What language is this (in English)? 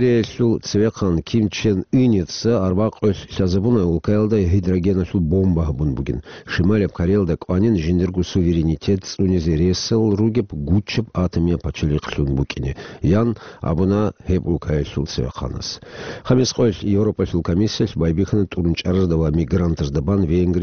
Avaric